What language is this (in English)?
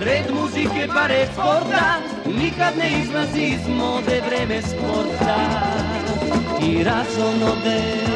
Serbian